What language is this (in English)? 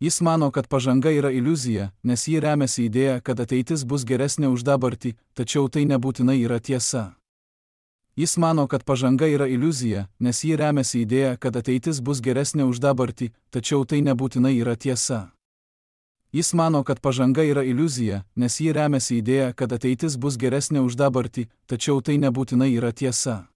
Lithuanian